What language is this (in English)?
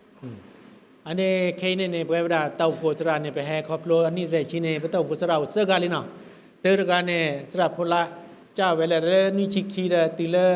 S'gaw Karen